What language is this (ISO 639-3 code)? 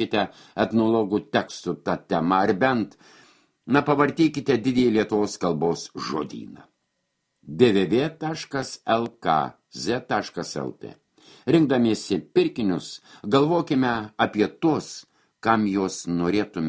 lit